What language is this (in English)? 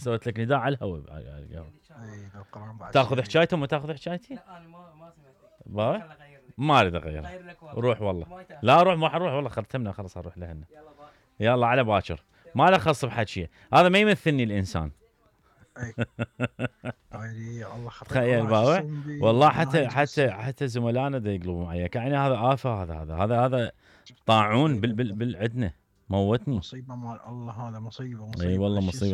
Mesopotamian Arabic